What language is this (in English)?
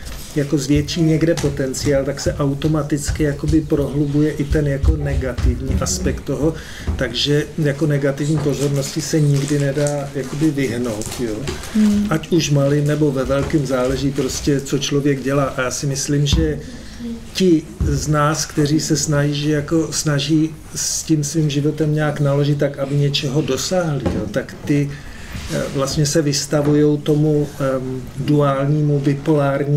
Czech